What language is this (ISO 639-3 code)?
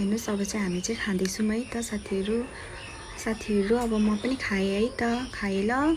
nep